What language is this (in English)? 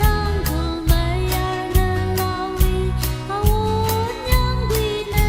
Tangkhul Naga (India)